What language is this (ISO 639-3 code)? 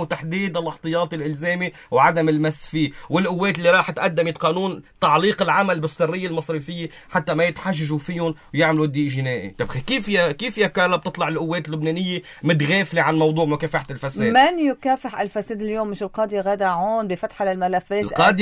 apc